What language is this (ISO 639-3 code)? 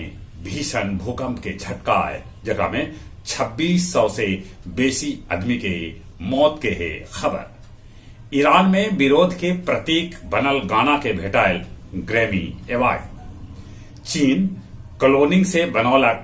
mag